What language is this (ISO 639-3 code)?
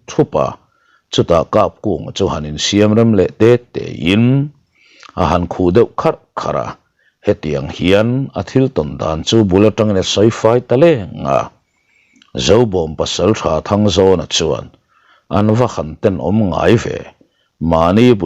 lus